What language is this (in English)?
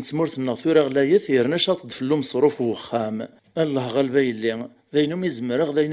Kabyle